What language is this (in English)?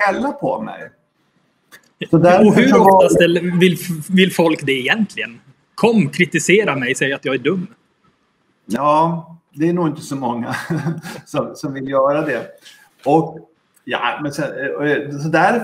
Swedish